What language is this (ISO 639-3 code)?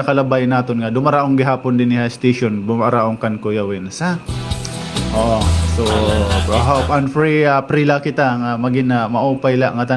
war